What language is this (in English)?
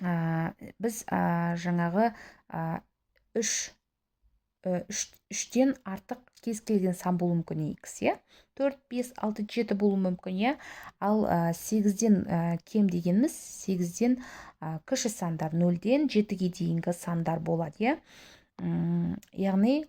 Kazakh